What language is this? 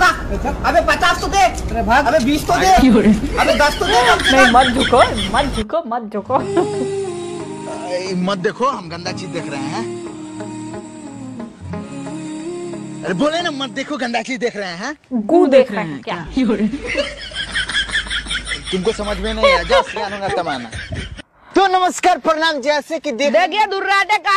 Hindi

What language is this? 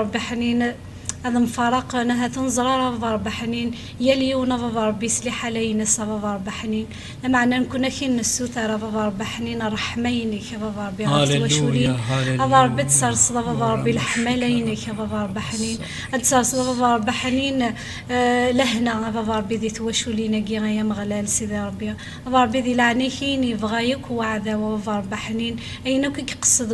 Kabyle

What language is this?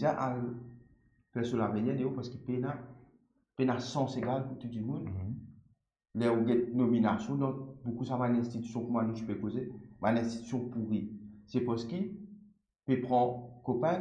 Morisyen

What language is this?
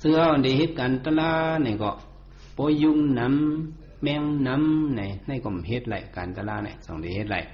Shan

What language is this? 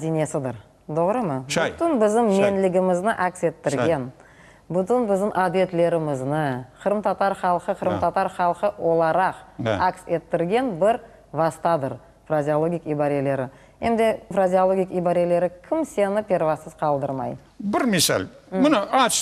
Crimean Tatar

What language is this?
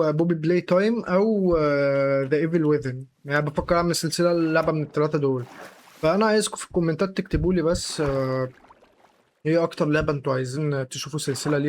Egyptian Arabic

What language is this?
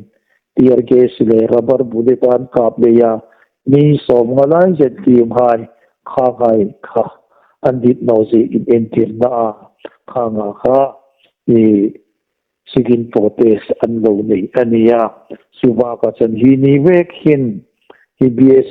Hmar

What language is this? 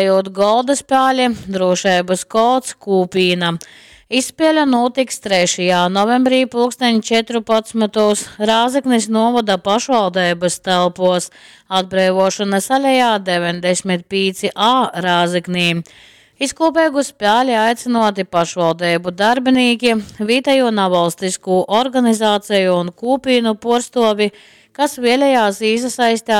Latgalian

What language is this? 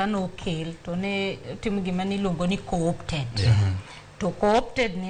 Luo (Kenya and Tanzania)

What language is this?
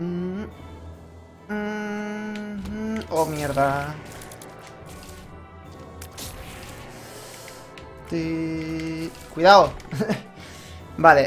Spanish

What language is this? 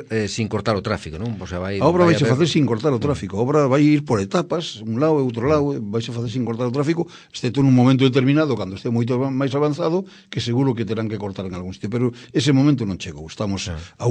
Galician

